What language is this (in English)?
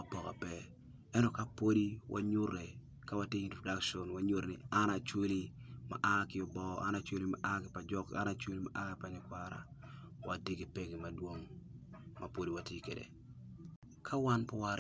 Acoli